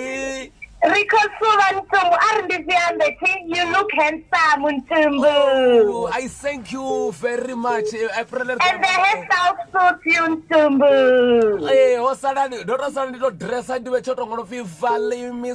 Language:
Venda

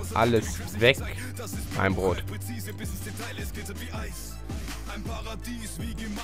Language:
German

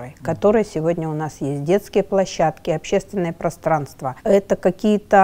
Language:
Russian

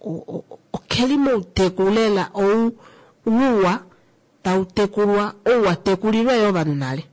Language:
Kuanyama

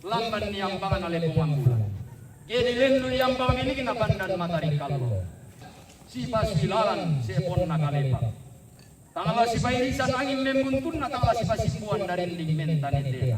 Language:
Toraja-Sa'dan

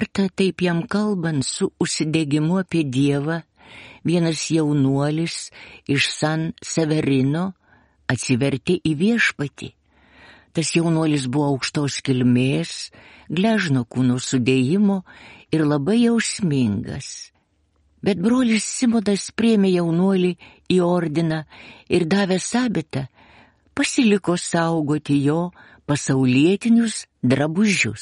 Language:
Lithuanian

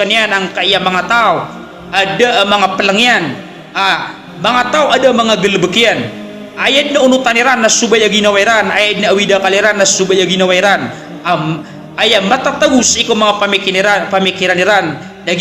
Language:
Maranao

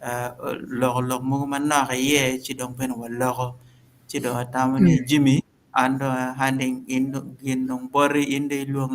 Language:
Acoli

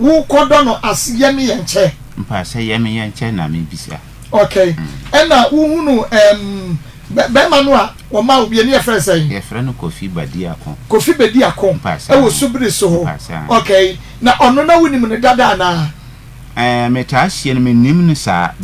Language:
Akan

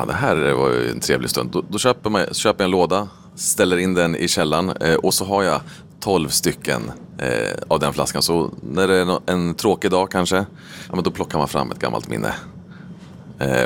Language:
Swedish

